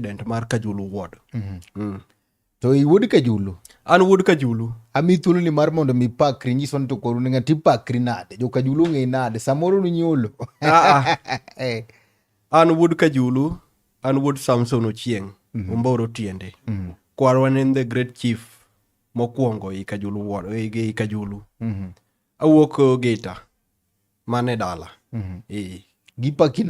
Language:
Luo (Kenya and Tanzania)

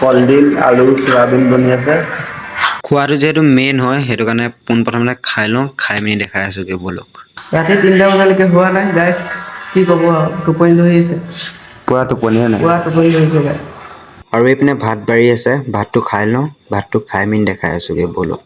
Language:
Assamese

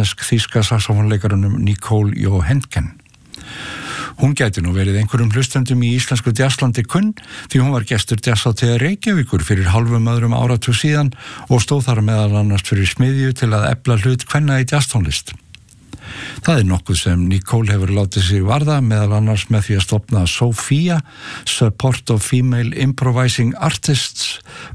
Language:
Icelandic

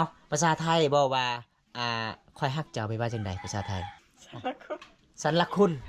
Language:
Lao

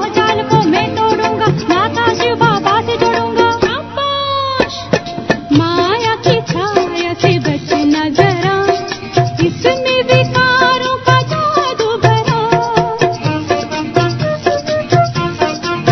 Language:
Hindi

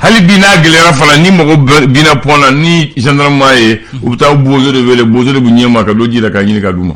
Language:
Bambara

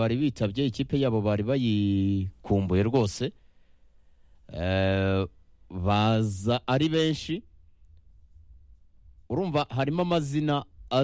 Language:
Kinyarwanda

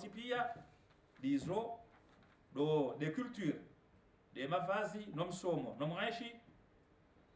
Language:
Swahili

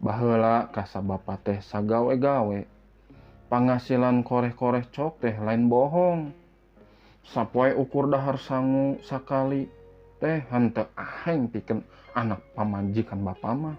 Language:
Sundanese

